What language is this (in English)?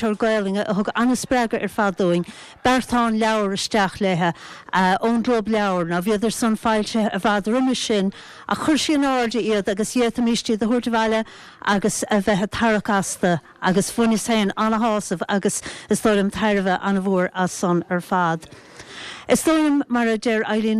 Irish